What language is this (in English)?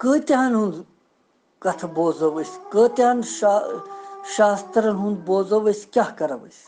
Kashmiri